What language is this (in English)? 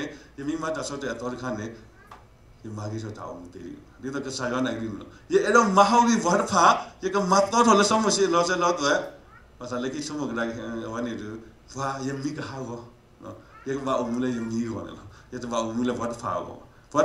S'gaw Karen